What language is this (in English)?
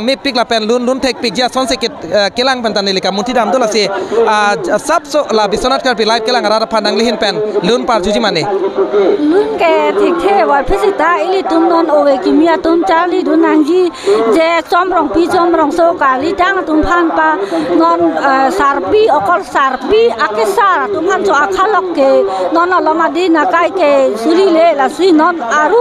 Karbi